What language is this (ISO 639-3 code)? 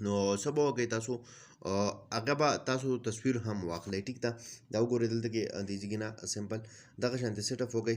pus